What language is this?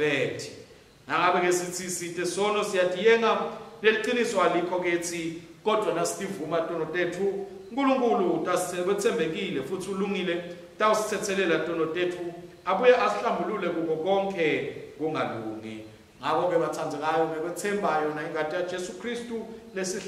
Swati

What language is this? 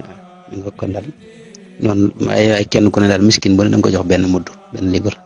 Wolof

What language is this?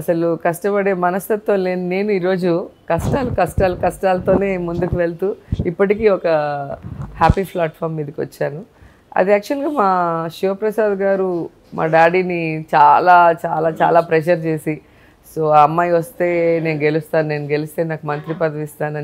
Telugu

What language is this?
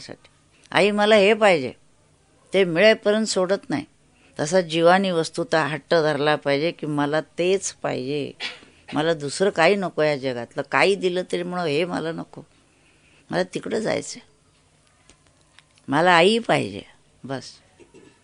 Marathi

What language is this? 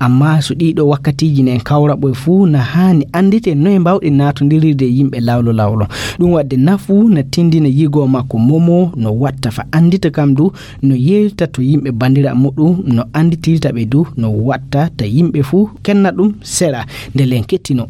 Fula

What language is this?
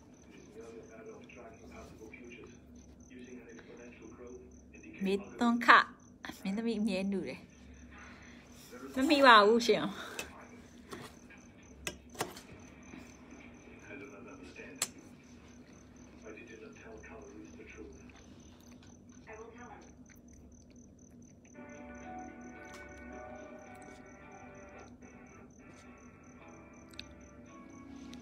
Burmese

